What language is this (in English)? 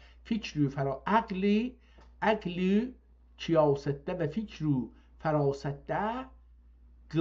South Azerbaijani